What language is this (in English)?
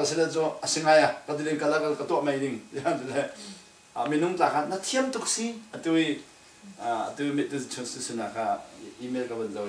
Falam Chin